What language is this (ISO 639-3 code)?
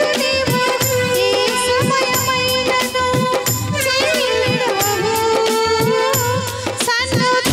tel